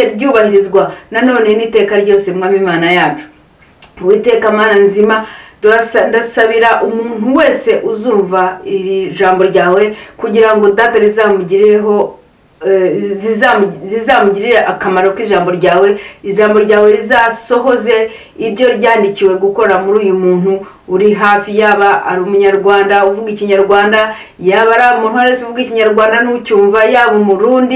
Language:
Kinyarwanda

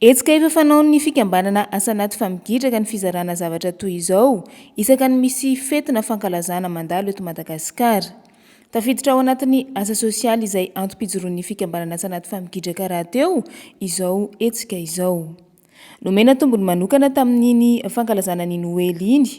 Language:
Malagasy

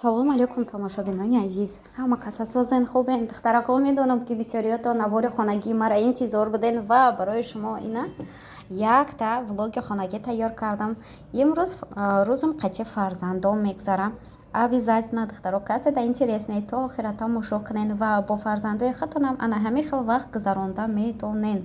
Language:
Tajik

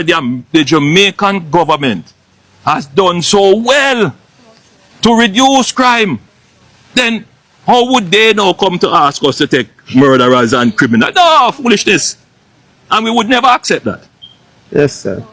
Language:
Jamaican Creole English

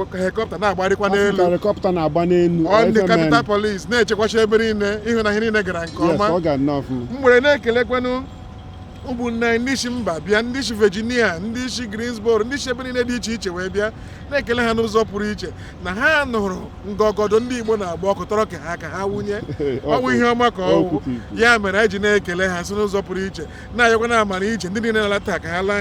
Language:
Igbo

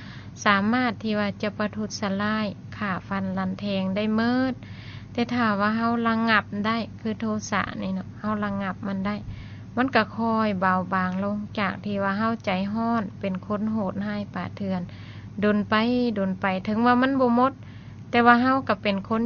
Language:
Lao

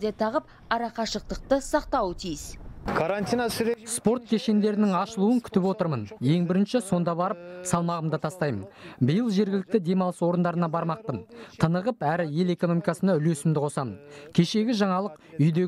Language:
Kazakh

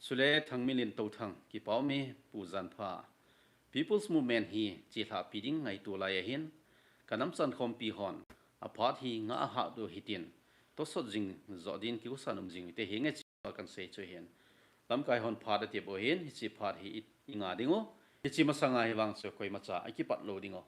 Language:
Thado Chin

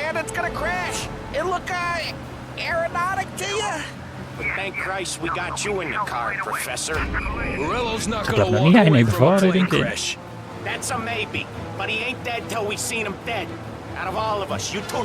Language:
Swiss German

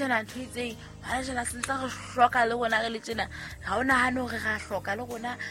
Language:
Southern Sotho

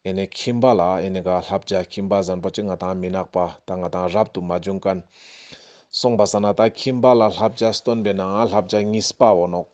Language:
Ladakhi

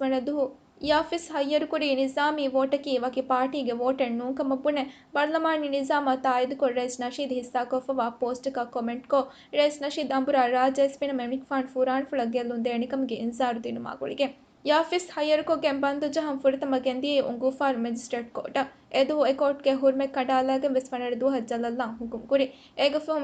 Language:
Divehi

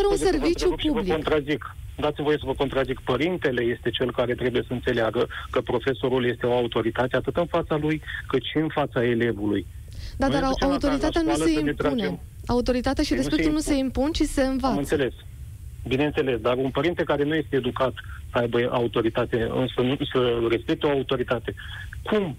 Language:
Romanian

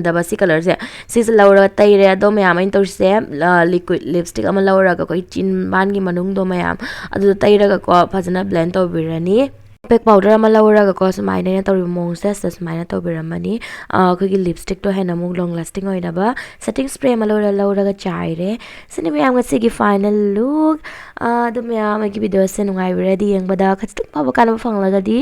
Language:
Manipuri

